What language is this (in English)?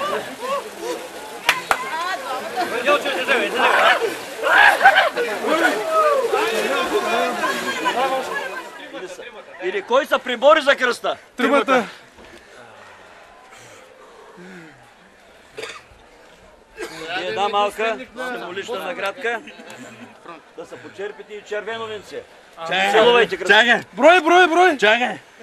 Bulgarian